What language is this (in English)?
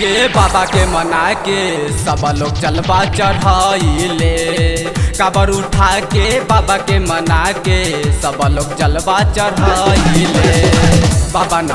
Bhojpuri